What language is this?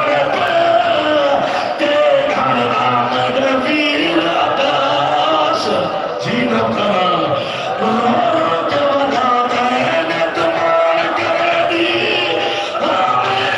Saraiki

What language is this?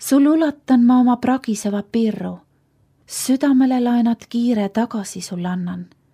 Estonian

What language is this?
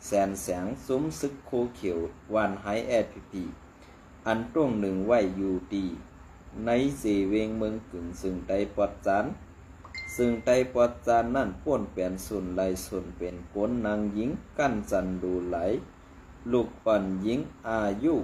Shan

